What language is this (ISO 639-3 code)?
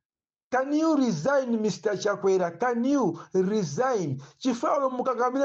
nya